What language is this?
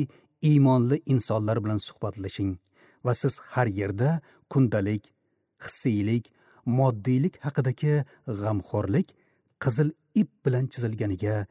Uzbek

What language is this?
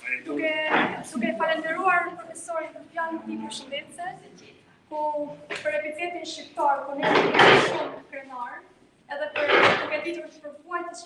Albanian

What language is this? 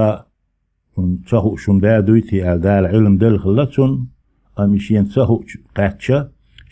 Chechen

